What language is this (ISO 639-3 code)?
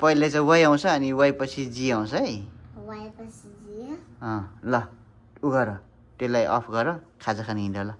nep